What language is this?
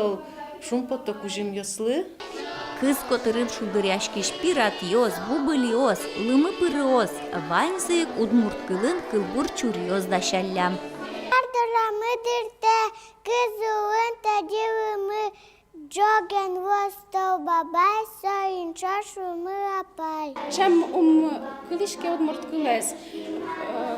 Udmurt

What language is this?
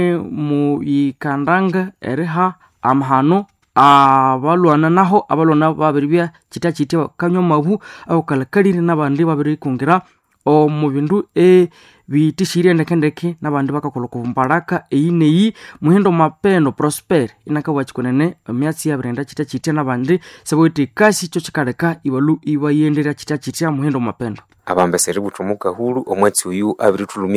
Nande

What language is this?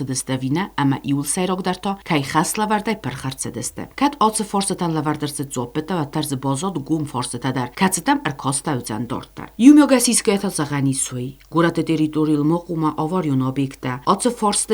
Ossetic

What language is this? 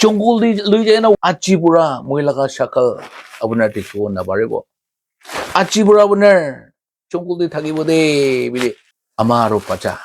Naga Pidgin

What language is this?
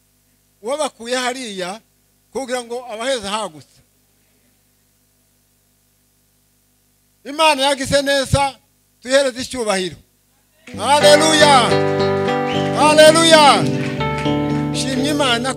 Kinyarwanda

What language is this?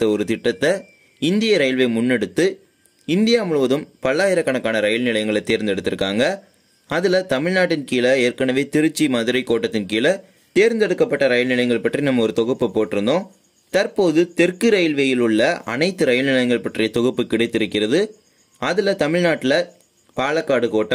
Tamil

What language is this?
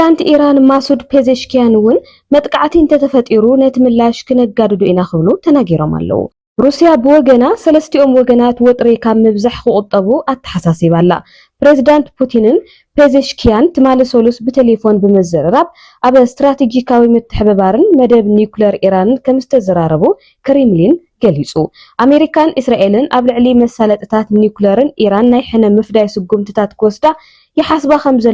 Tigrinya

